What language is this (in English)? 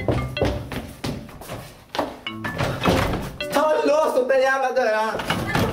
Norwegian